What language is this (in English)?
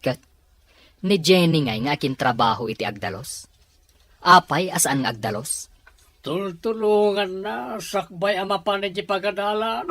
Iloko